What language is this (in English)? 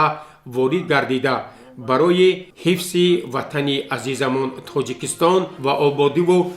Tajik